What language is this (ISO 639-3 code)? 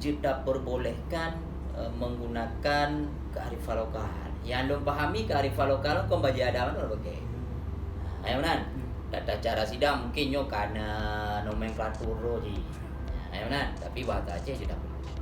ace